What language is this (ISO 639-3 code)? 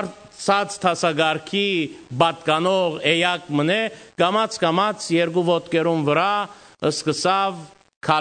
hyw